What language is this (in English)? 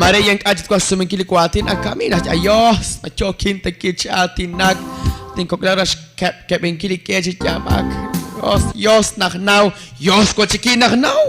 Kekchí